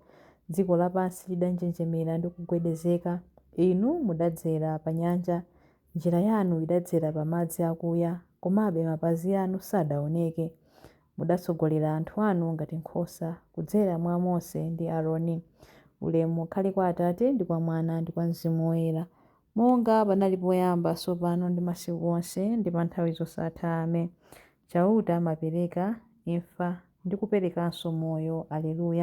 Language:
Nyanja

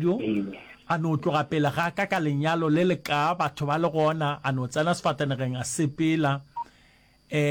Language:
Northern Sotho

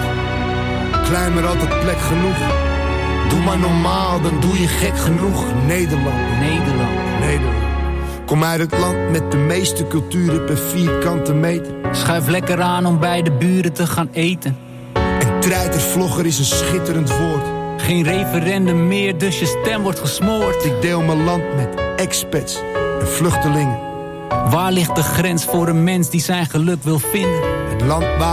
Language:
Dutch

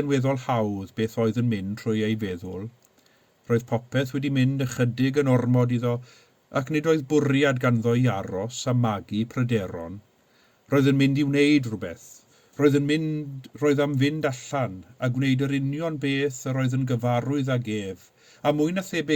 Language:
Welsh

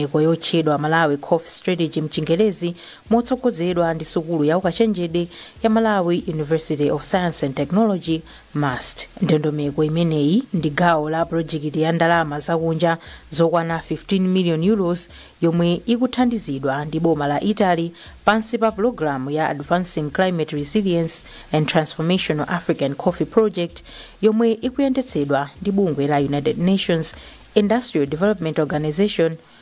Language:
Nyanja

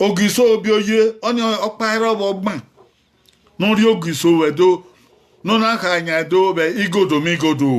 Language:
Bini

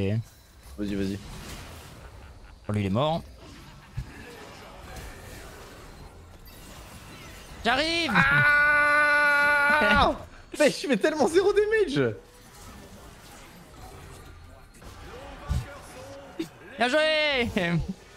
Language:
French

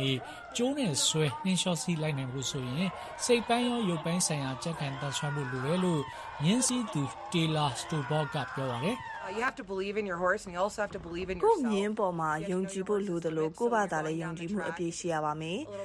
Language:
Burmese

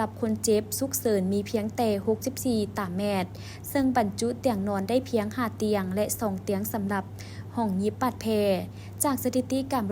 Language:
Lao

